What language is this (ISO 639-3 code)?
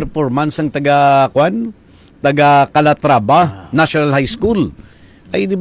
hil